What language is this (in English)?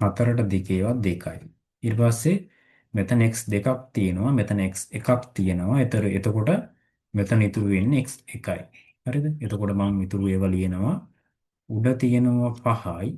Sinhala